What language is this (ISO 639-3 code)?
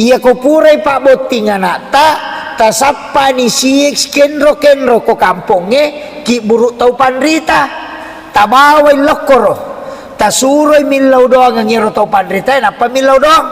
bug